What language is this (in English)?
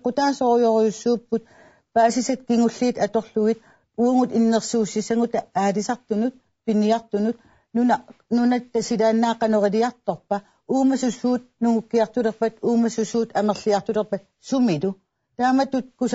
Kalaallisut